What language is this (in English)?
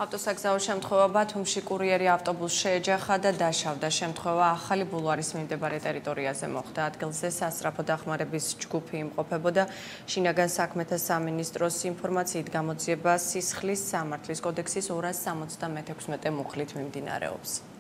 Georgian